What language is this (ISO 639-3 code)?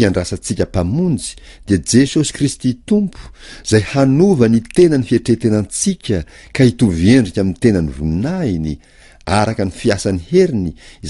mlg